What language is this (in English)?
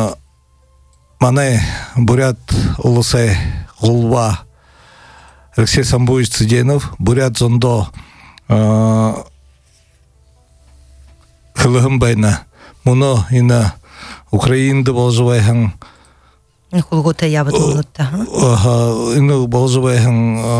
Buriat